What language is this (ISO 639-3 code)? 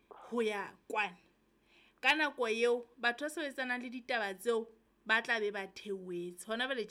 sot